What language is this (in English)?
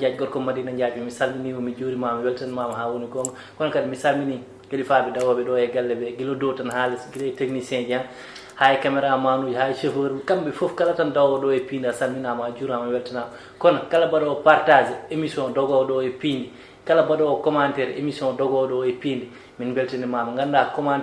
Fula